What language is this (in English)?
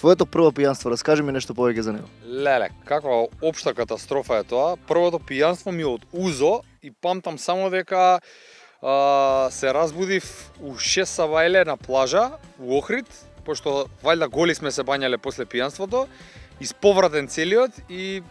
Macedonian